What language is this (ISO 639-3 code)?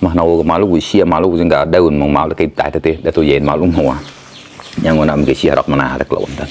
mnw